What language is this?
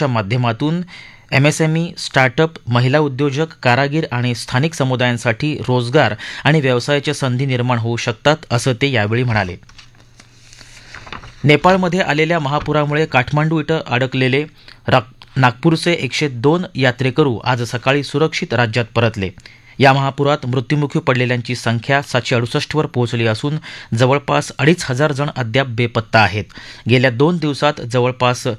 Marathi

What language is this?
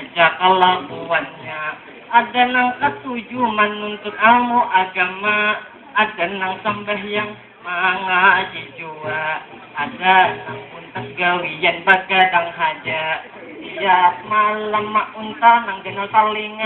Banjar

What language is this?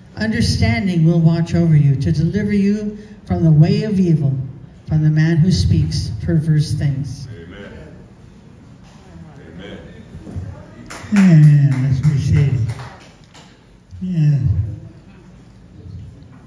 English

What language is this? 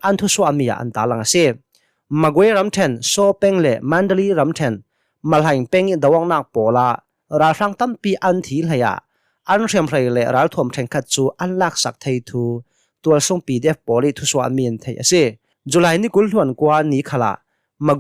Hakha Chin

